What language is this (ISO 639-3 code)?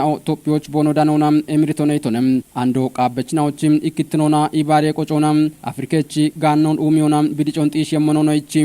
kbr